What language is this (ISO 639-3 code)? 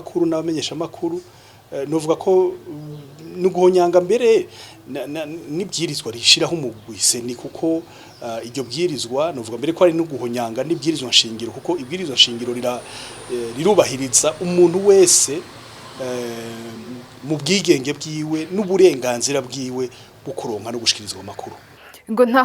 run